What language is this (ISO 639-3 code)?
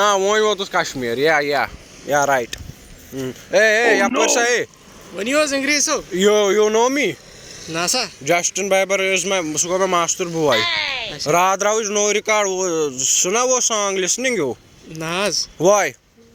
kas